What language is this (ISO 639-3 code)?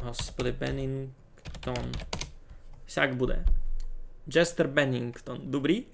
rue